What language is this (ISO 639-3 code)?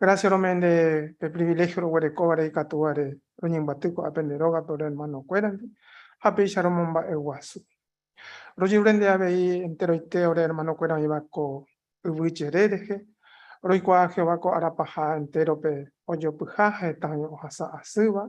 grn